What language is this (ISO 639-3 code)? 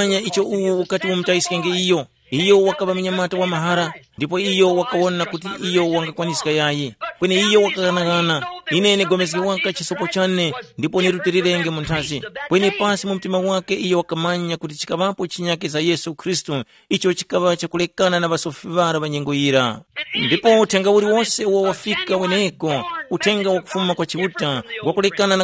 tum